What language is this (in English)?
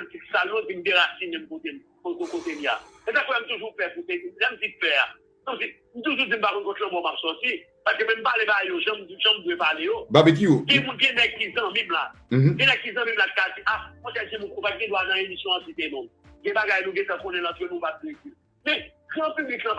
Haitian Creole